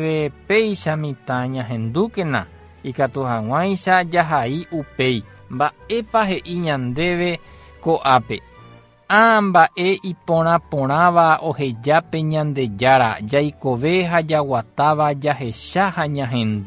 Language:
Guarani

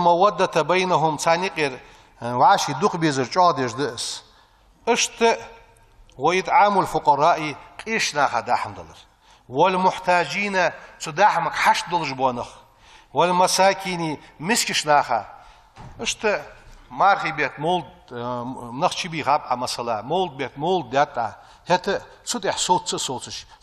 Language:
Ingush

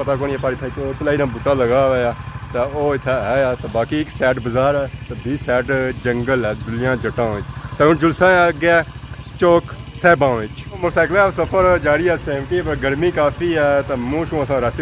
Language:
Pahari-Potwari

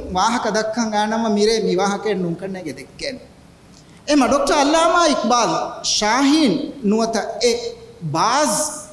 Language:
Divehi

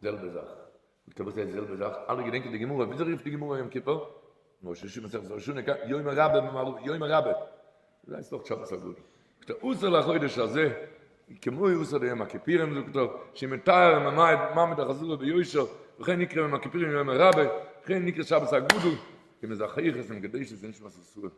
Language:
Yiddish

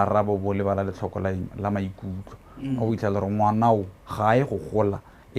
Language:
Tswana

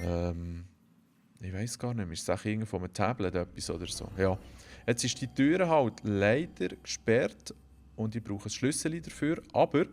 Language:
Swiss German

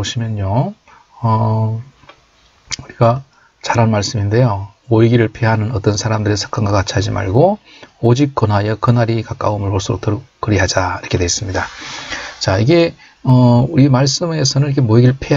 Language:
Korean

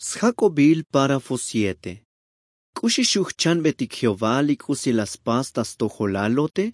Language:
Tzotzil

